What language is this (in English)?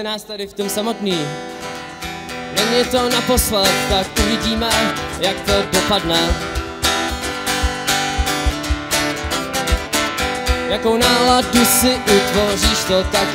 Czech